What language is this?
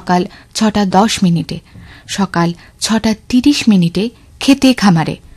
Bangla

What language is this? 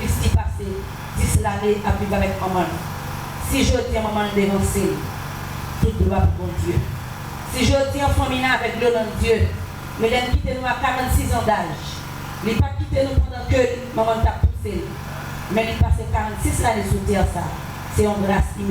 Haitian Creole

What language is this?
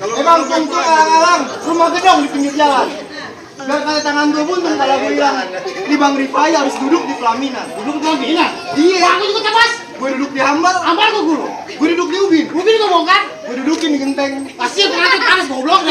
Betawi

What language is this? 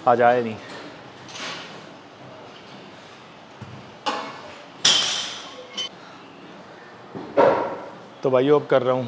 Hindi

